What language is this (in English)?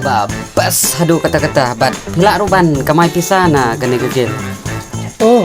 Khasi